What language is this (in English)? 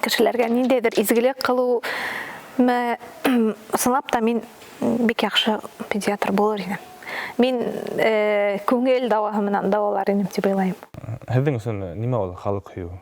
Bashkir